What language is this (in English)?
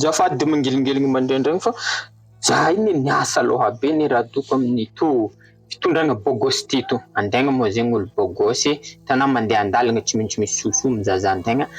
Malagasy